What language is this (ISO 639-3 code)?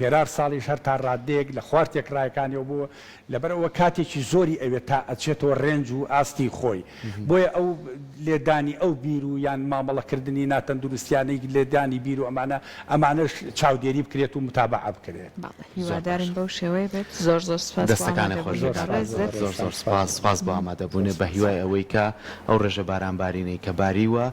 ckb